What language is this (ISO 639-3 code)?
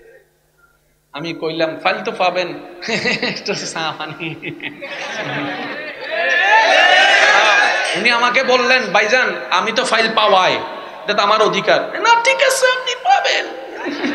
ben